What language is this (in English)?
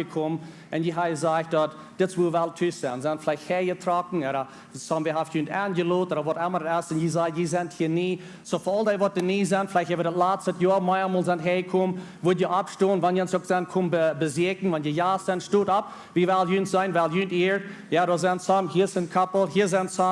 Plautdietsch